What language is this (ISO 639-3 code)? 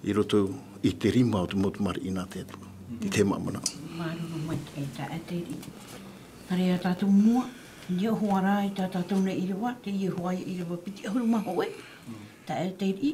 tah